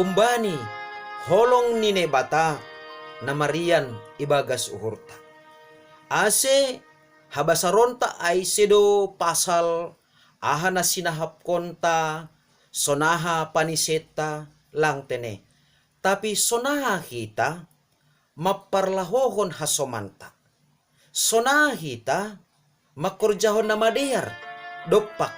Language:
Batak Simalungun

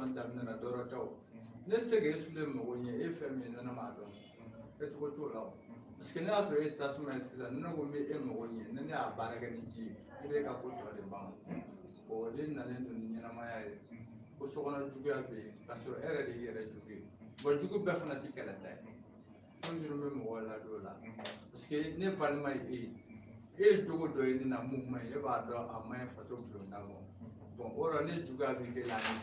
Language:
Bambara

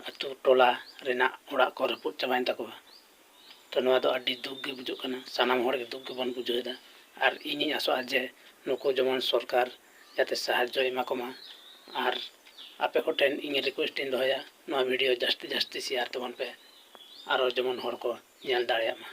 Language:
Santali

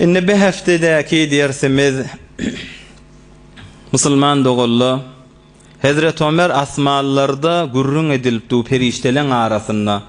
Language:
Turkmen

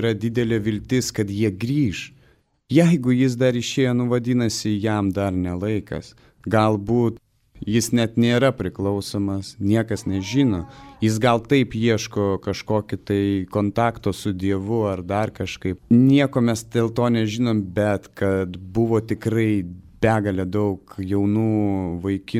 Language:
Lithuanian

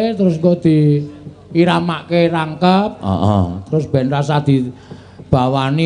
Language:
Javanese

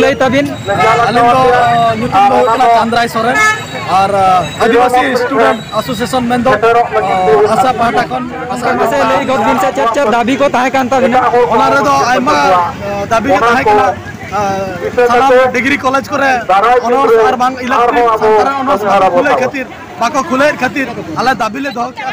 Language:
Santali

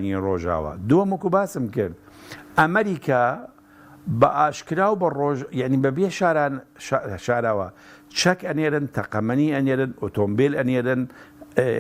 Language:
Central Kurdish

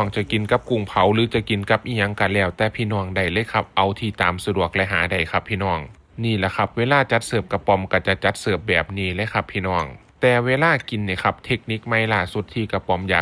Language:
Northeastern Thai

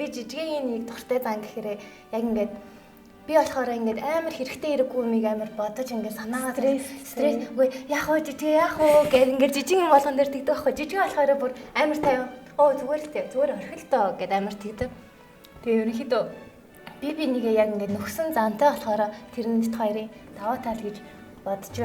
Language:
Mongolian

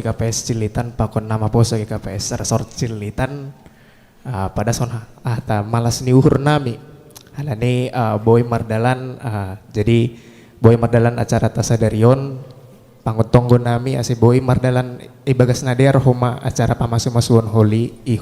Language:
Batak Simalungun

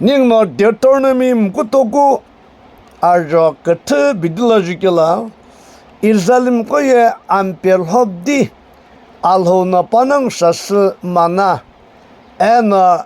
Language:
Sumi Naga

